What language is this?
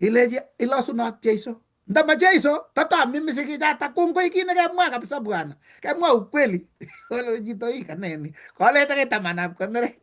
Kalenjin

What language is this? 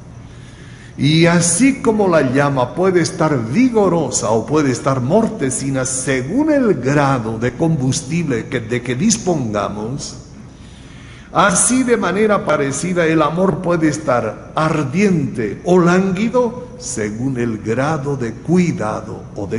Spanish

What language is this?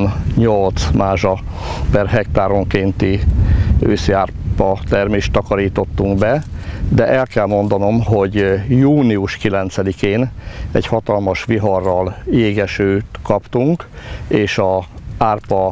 Hungarian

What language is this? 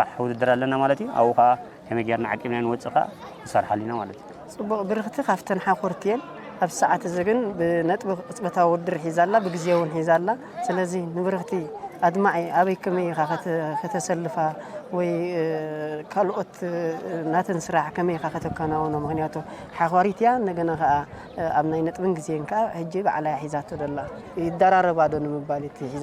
Tigrinya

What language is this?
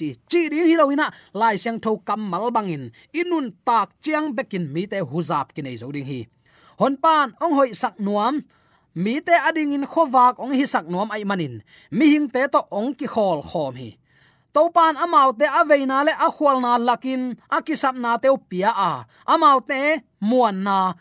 Tedim Chin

